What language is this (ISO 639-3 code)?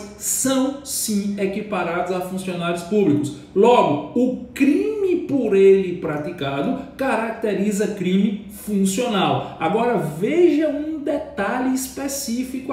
por